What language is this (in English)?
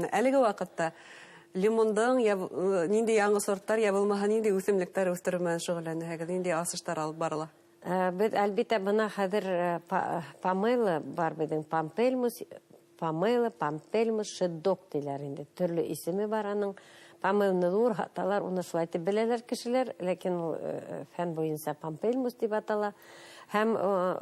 Bashkir